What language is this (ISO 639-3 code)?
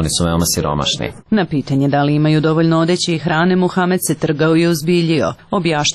srp